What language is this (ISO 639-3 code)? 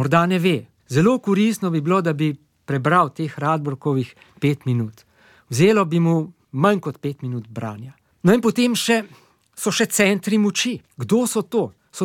slv